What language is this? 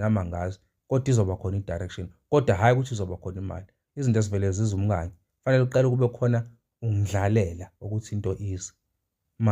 Zulu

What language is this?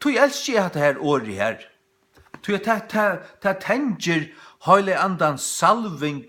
Faroese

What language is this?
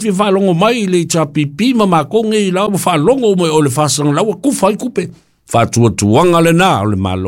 Samoan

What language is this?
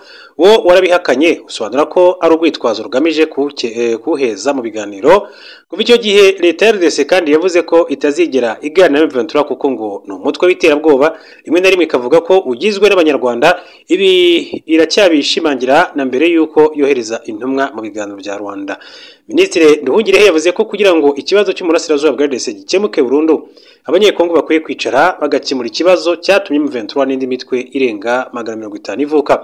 Kinyarwanda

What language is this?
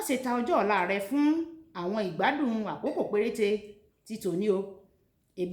Yoruba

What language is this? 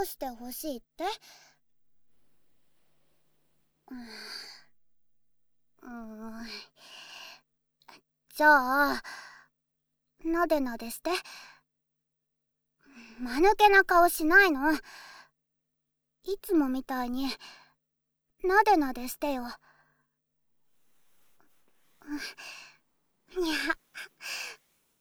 Japanese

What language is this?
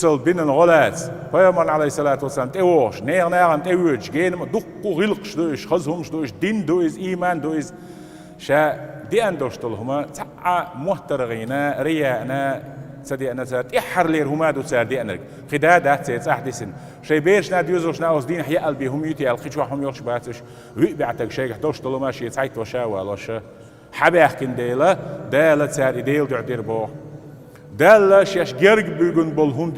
Chechen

